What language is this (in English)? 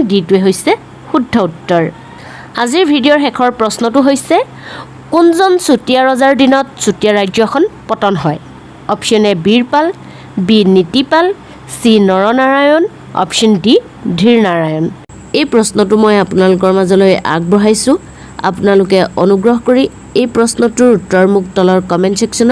Assamese